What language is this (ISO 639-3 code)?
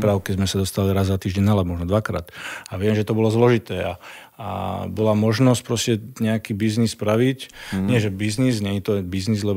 slk